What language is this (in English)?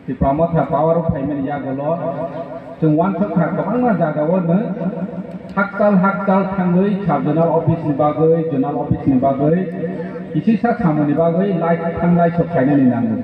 Kok Borok